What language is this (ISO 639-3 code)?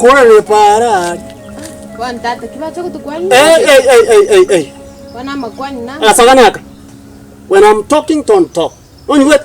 guz